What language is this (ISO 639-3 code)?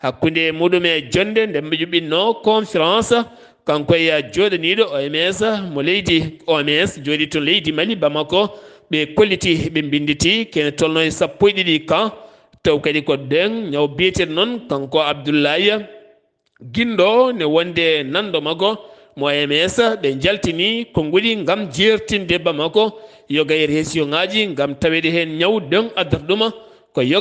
ful